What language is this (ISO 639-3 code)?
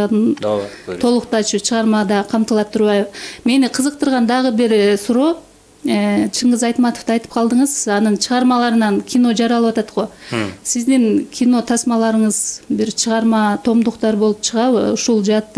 kir